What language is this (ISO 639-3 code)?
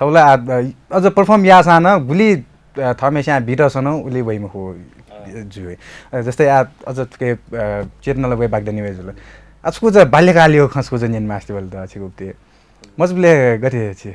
new